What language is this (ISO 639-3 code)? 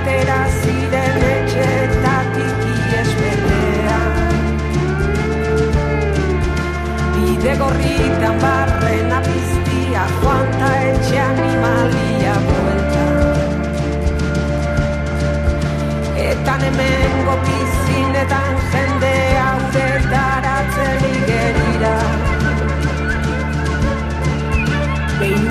eus